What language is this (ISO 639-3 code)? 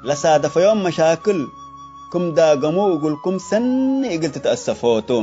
tig